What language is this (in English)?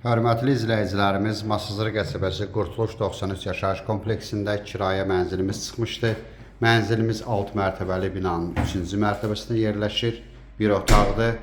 Azerbaijani